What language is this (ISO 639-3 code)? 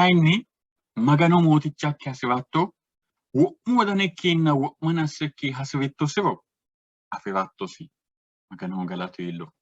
sid